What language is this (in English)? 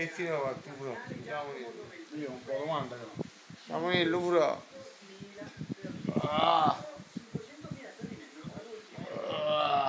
Italian